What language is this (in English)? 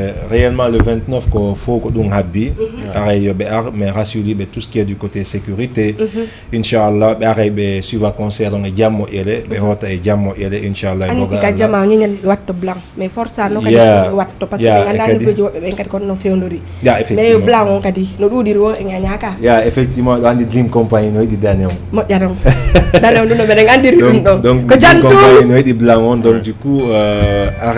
Fula